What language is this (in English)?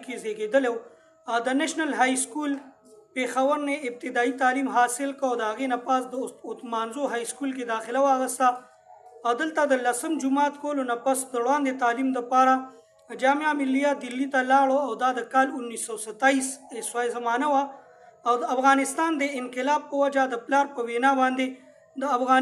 Pashto